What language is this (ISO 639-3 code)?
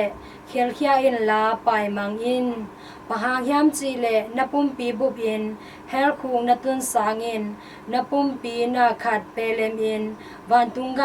ctd